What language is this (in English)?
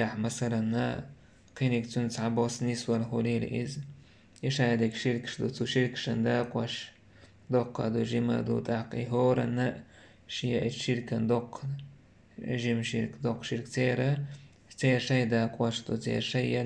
Chechen